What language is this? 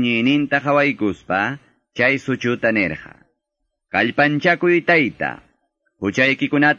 Quechua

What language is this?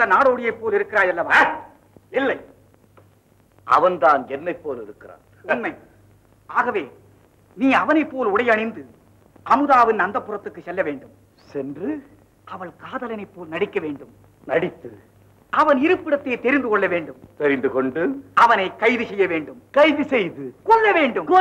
Tamil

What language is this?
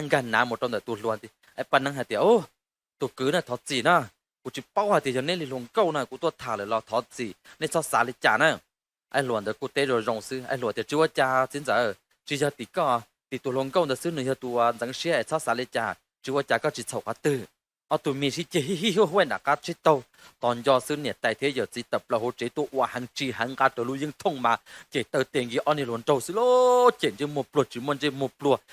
Hmong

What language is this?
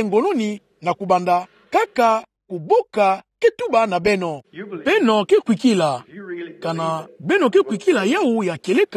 Kituba (Democratic Republic of Congo)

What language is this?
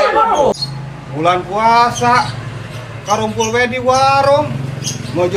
Sundanese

